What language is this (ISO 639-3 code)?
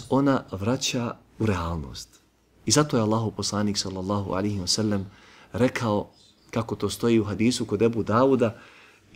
bos